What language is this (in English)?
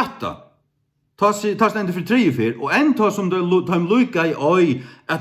Faroese